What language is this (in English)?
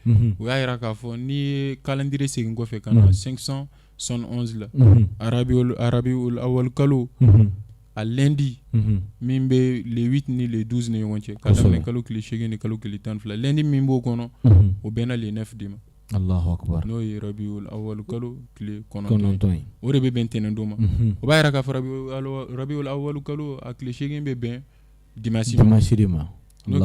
Bambara